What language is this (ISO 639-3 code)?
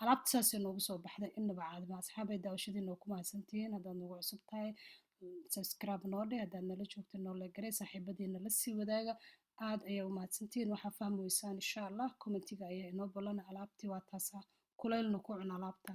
som